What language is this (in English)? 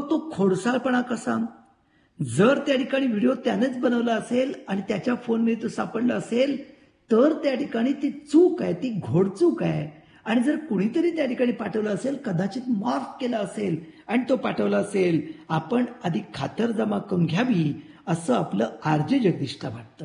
Marathi